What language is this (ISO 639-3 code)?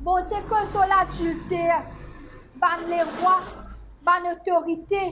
mfe